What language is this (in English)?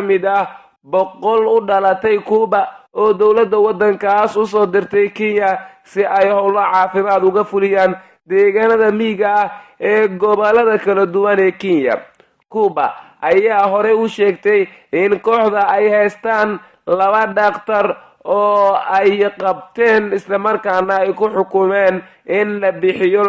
Somali